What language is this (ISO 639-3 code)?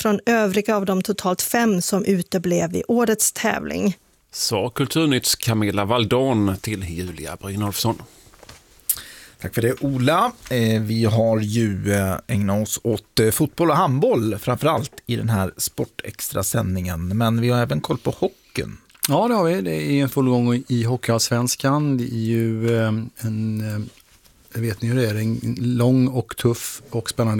swe